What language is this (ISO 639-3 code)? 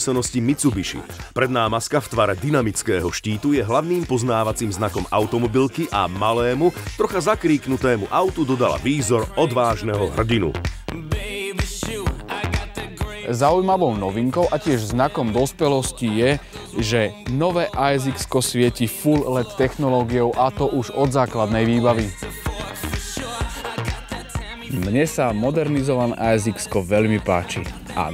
slk